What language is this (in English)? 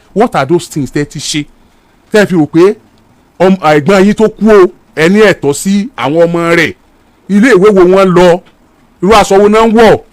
Yoruba